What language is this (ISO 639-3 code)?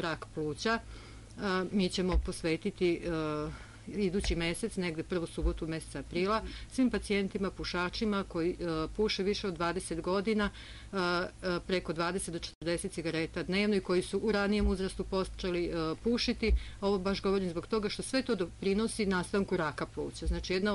srp